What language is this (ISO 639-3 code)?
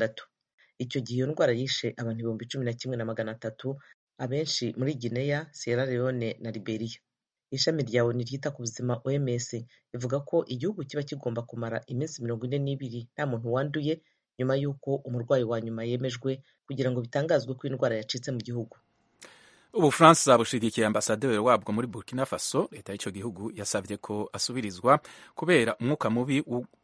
kin